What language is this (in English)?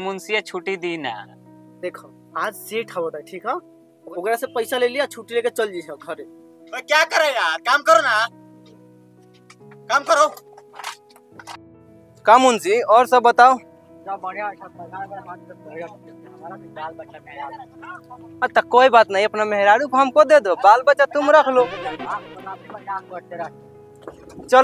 Bhojpuri